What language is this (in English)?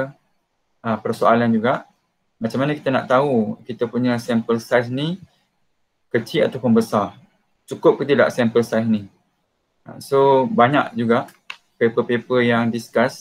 Malay